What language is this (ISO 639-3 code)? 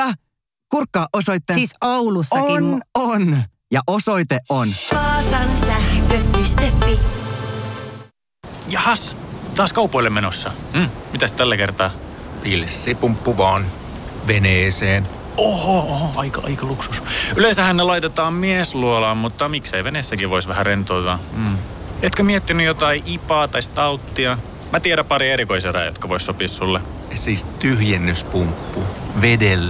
fin